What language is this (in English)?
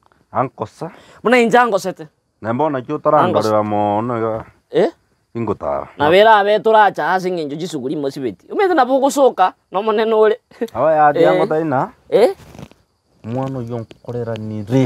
Gusii